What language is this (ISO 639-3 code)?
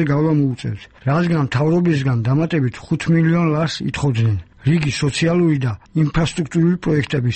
kat